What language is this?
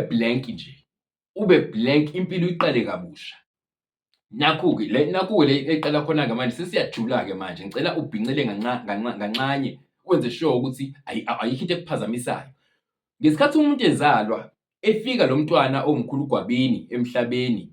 Zulu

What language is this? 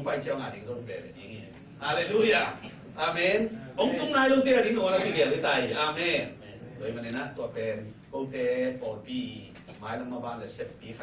Tedim Chin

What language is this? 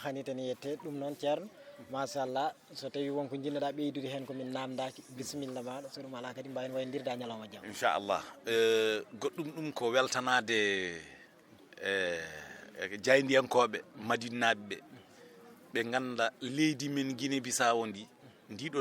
Fula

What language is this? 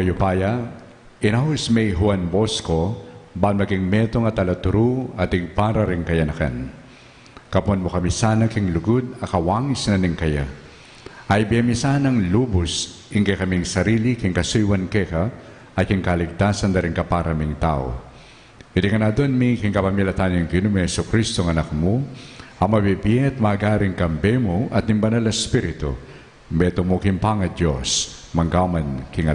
Pampanga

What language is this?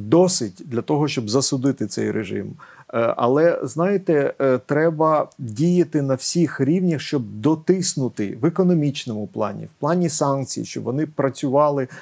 Ukrainian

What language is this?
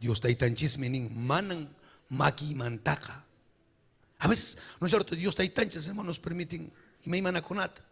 Ayacucho Quechua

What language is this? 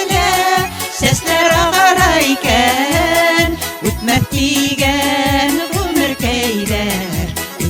Bashkir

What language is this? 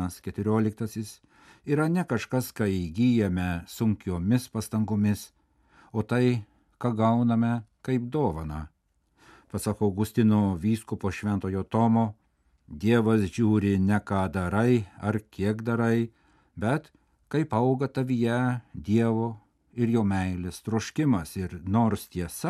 Lithuanian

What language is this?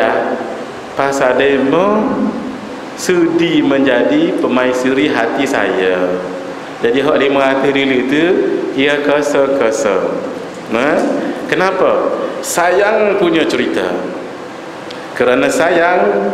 Malay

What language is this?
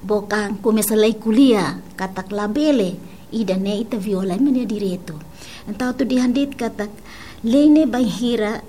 Tetum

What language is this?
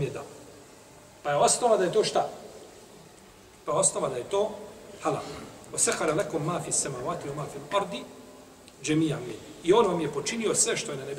Bosnian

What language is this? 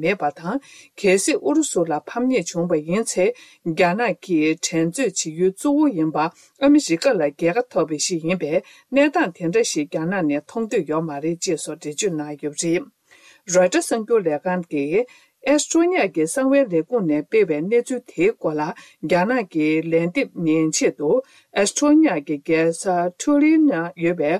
Tibetan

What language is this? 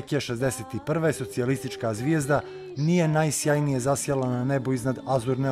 Croatian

